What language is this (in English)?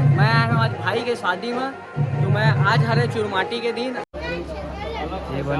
Chhattisgarhi